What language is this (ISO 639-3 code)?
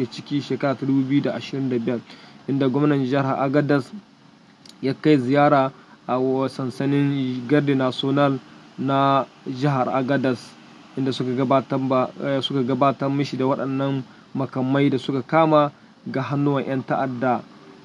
hau